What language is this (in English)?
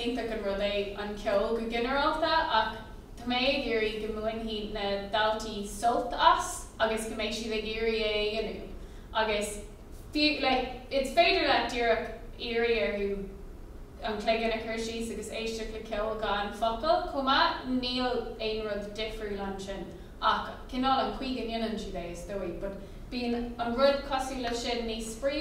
Irish